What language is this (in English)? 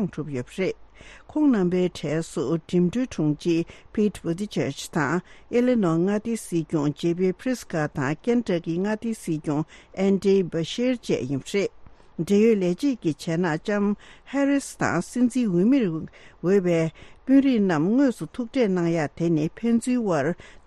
Tibetan